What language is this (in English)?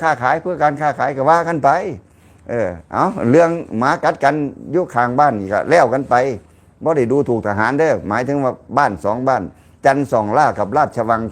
Lao